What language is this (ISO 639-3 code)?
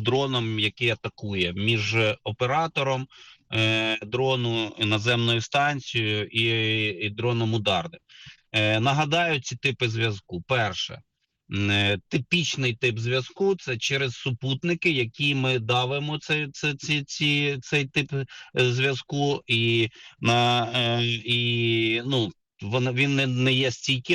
ukr